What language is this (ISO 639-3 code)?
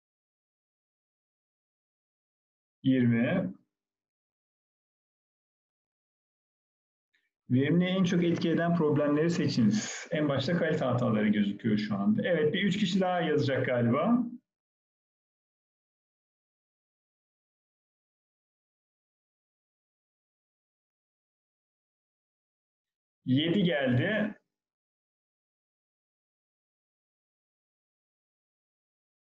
tur